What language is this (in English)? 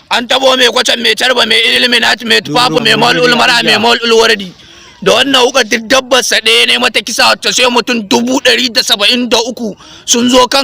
Hausa